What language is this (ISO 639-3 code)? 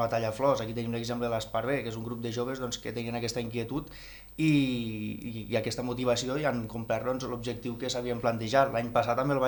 cat